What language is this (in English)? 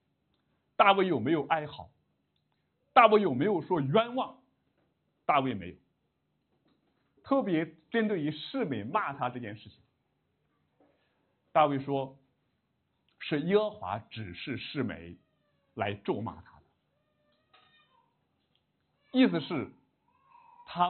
Chinese